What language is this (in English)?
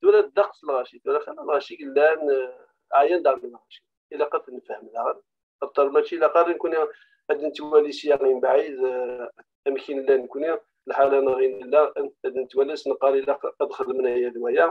Kabyle